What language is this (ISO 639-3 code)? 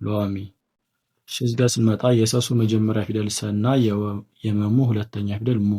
amh